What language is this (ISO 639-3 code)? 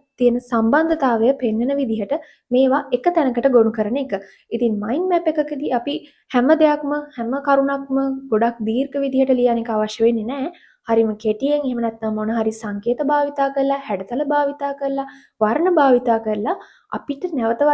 sin